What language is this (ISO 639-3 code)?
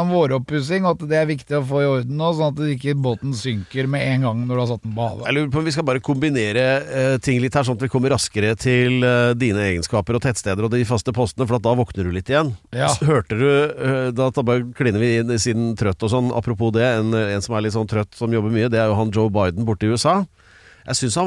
nor